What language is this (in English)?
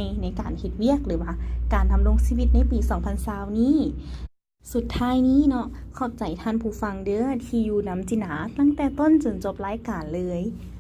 Lao